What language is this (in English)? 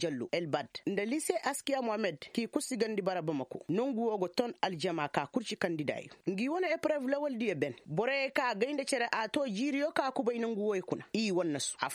Koyraboro Senni